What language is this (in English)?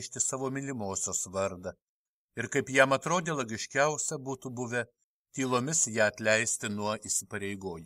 Lithuanian